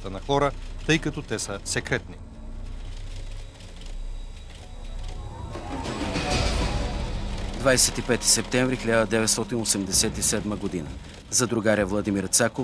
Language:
Bulgarian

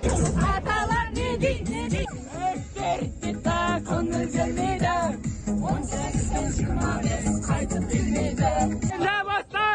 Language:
Kara-Kalpak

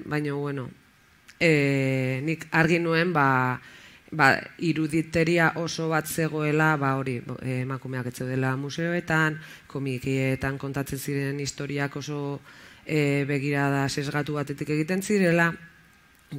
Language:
Basque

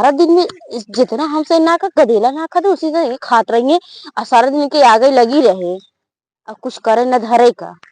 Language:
Awadhi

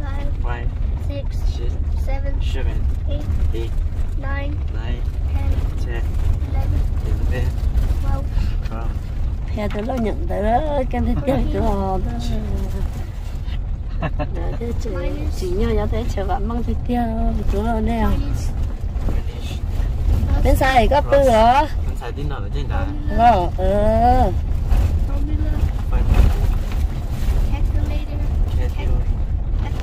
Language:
Vietnamese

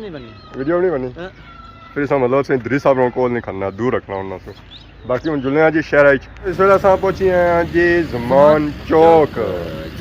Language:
Pahari-Potwari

